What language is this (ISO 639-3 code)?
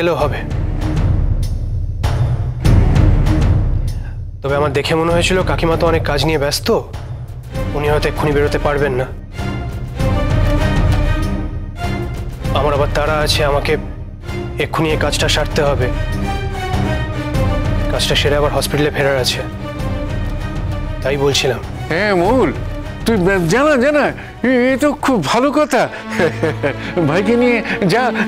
ben